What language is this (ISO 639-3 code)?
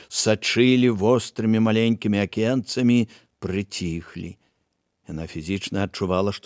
bel